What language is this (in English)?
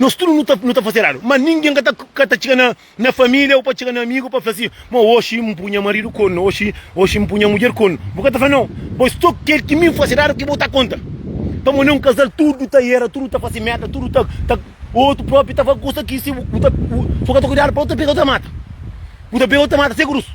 Kabuverdianu